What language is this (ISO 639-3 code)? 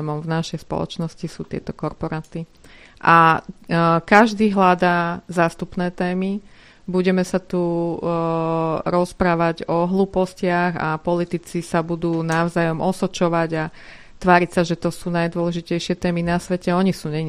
slk